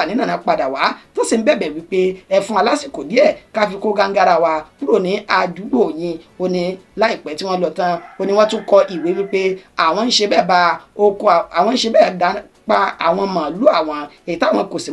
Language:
Yoruba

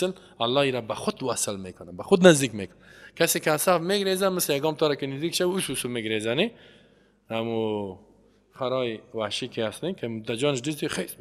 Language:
Persian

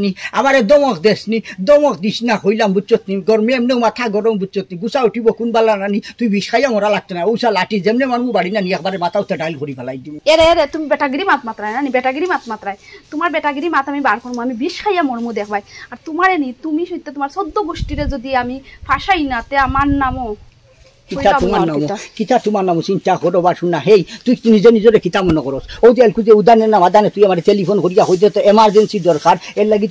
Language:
Sylheti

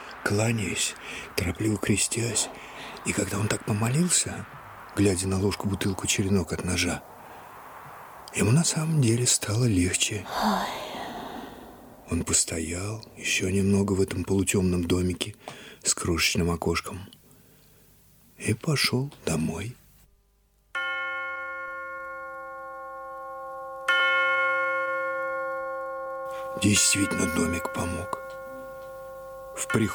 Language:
Russian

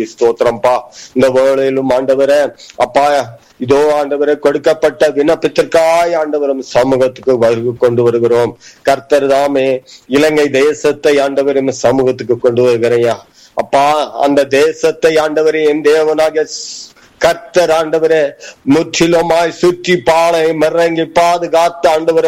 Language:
Tamil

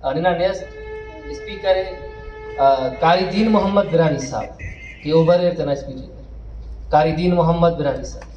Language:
Brahui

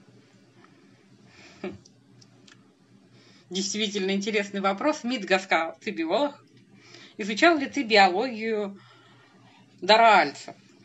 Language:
Russian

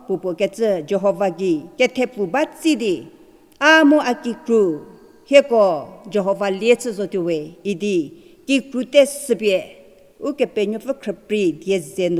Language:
Angami Naga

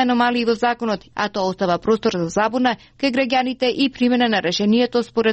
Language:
Macedonian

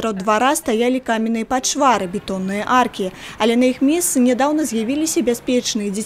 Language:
Belarusian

